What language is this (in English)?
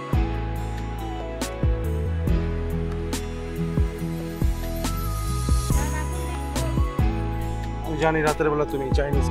Bangla